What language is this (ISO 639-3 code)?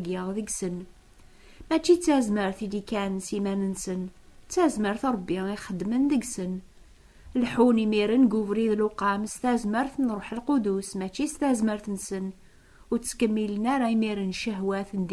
kab